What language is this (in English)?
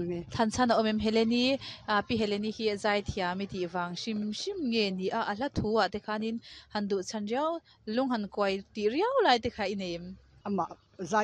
Mizo